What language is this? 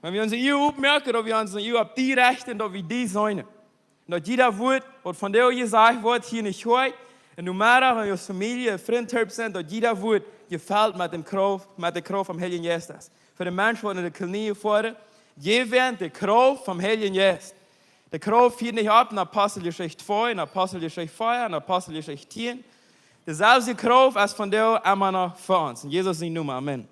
Plautdietsch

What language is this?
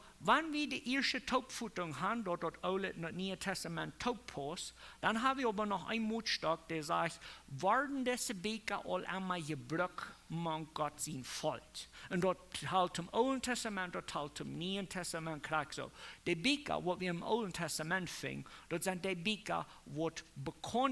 Plautdietsch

